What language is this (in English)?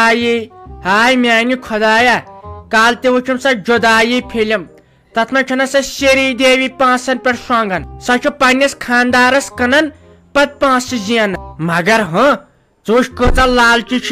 Kashmiri